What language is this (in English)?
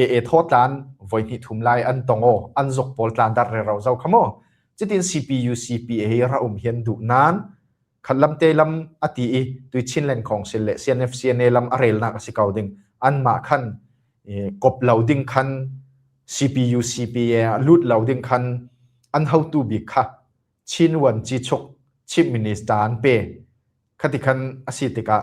Falam Chin